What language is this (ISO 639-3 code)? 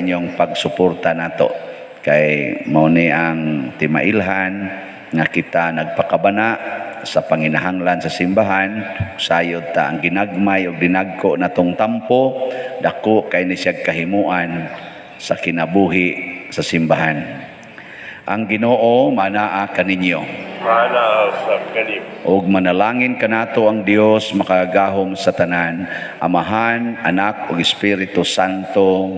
ceb